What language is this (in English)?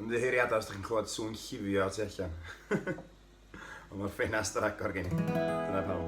Welsh